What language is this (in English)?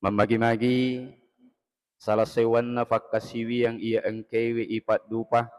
Buginese